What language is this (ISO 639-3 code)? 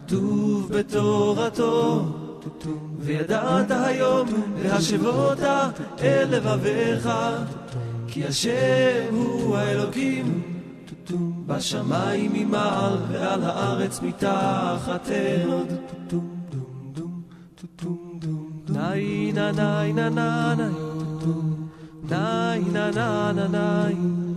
heb